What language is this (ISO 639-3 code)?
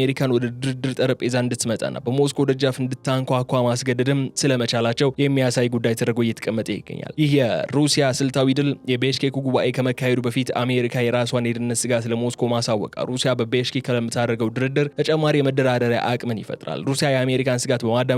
amh